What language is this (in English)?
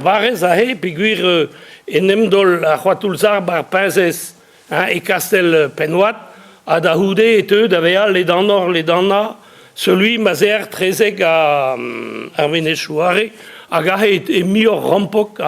Breton